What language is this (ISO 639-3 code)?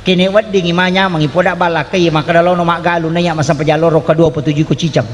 bug